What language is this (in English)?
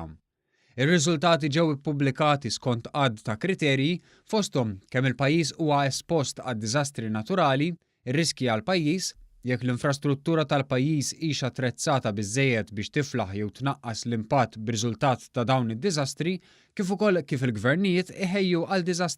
Maltese